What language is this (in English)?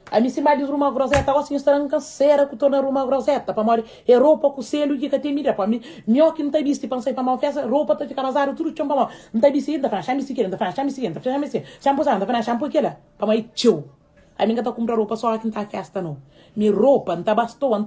Kabuverdianu